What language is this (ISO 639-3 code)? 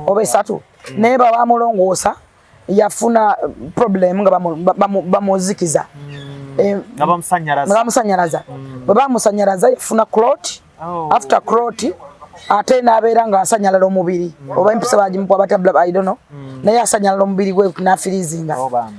lug